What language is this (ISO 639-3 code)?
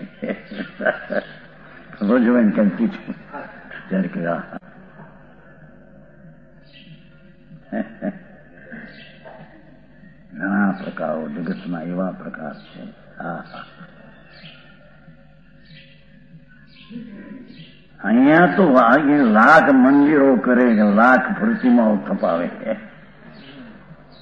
guj